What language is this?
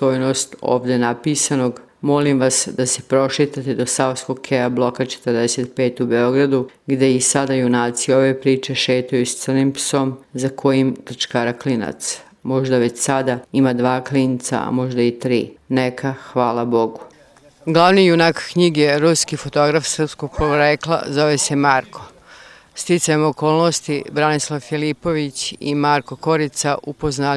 Serbian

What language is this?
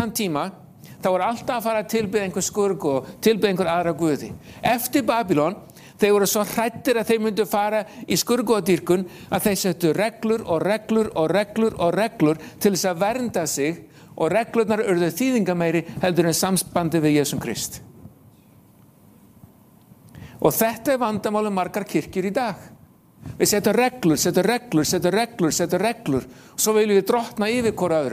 Icelandic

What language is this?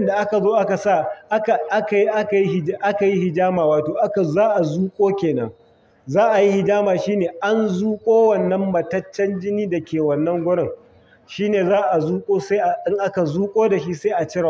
Hausa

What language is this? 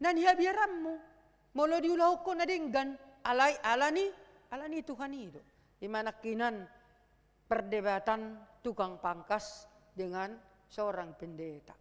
Batak Toba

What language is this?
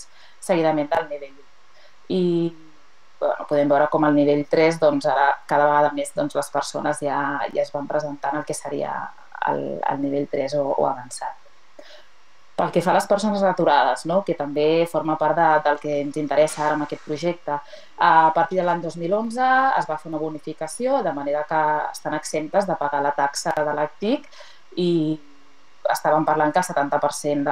Catalan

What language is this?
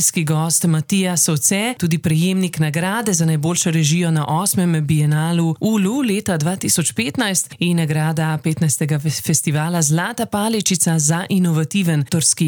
Slovenian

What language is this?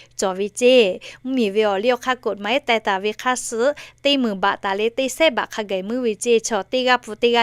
Lahu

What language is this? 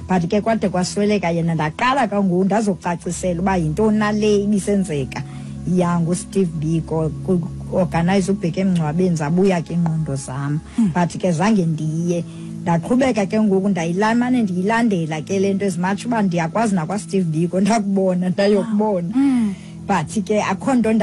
Xhosa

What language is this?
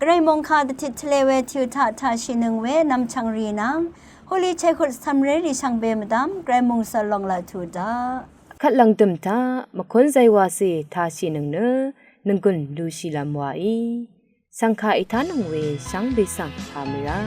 Rawang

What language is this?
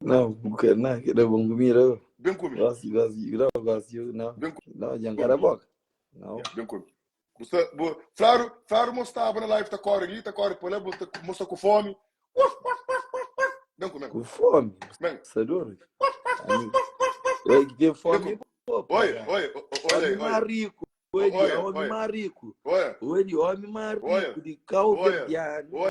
Kabuverdianu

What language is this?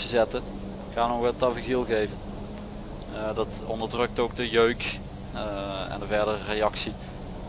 Dutch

